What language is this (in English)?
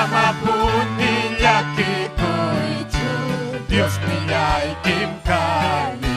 Ayacucho Quechua